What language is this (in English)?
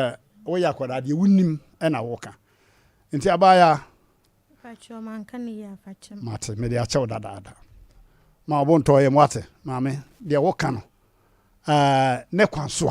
Akan